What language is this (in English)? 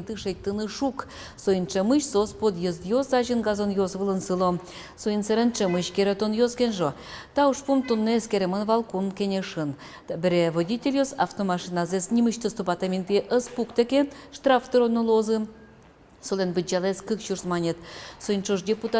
Udmurt